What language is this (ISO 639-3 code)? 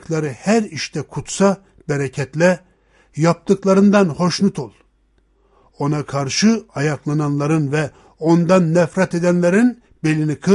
tur